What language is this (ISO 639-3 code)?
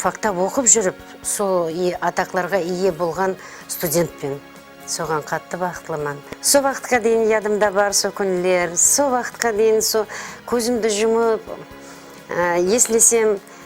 kaa